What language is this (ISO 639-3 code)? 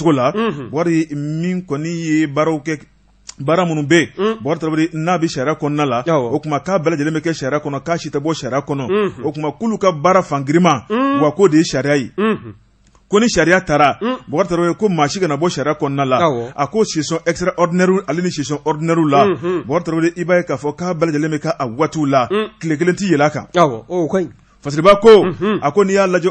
bam